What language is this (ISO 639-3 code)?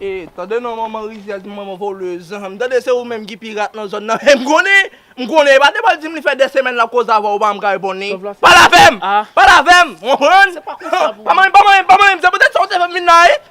hat